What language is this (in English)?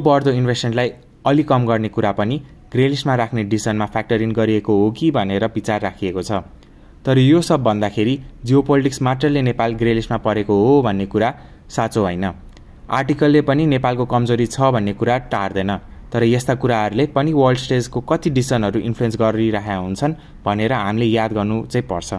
Nepali